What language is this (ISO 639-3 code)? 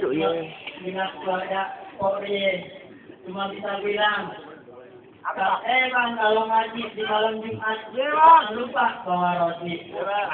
bew